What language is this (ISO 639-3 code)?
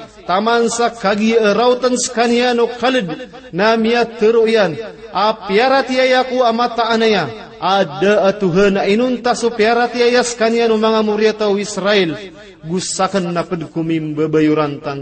mrw